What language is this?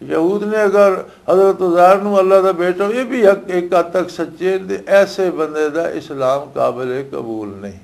Western Panjabi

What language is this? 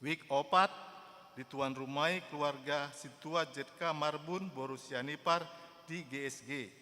Batak Toba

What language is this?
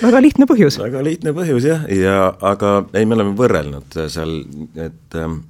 Estonian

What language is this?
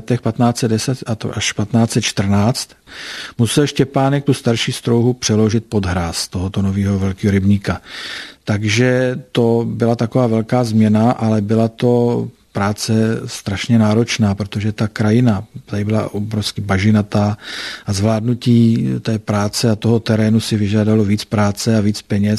Czech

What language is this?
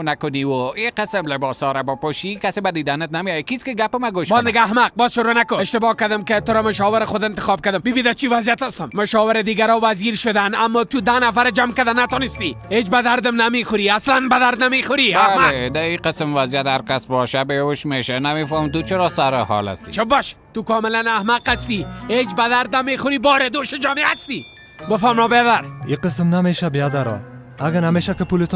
Persian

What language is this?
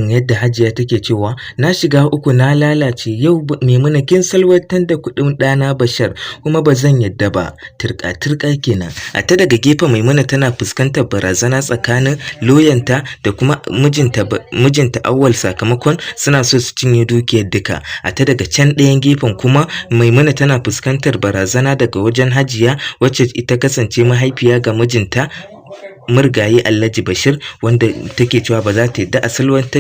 Hausa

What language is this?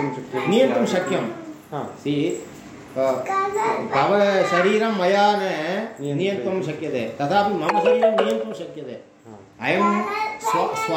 Sanskrit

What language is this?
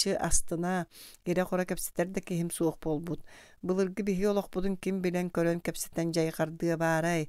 Yakut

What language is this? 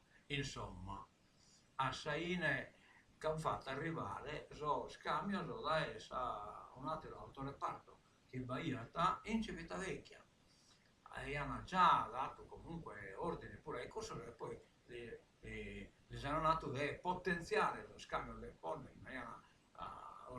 Sardinian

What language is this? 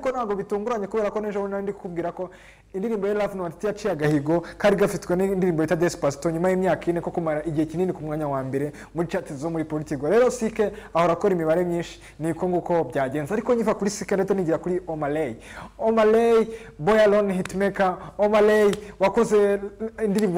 Kinyarwanda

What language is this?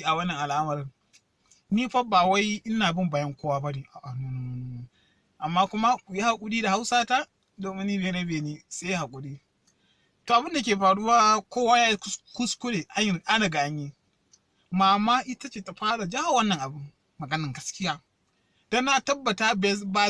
Hausa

